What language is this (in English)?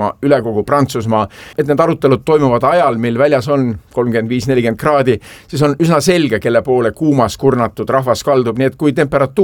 Estonian